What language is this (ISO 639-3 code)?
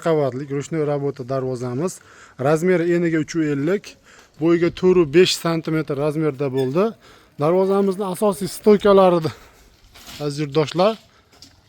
uzb